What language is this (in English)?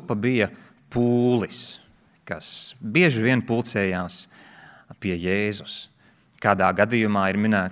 Latvian